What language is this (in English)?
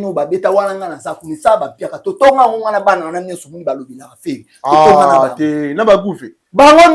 Lingala